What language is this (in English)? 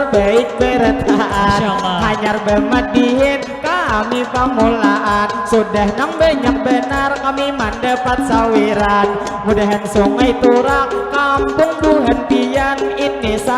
Banjar